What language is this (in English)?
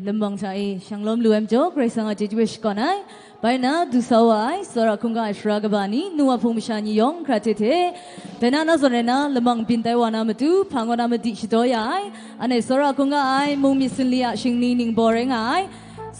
Kachin